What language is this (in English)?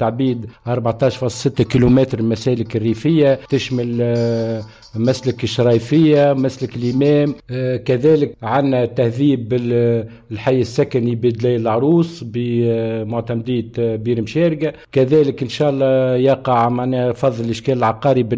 Tunisian Arabic